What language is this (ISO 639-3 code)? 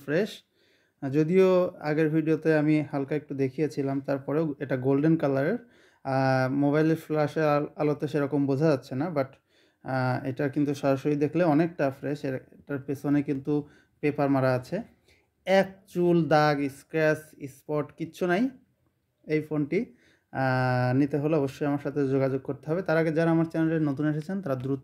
ben